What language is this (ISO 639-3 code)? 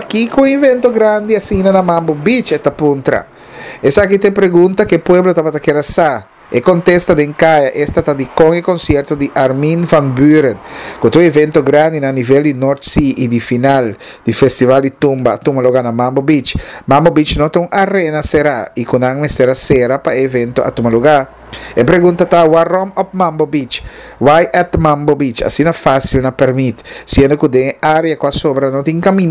pap